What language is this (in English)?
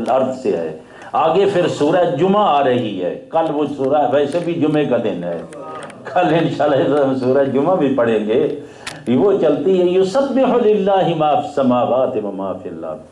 Urdu